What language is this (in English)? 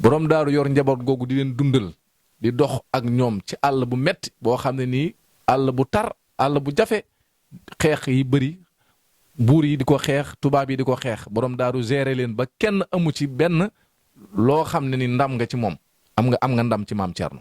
Wolof